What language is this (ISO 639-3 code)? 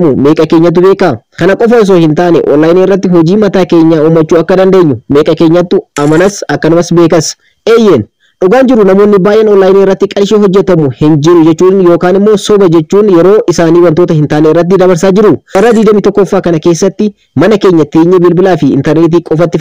orm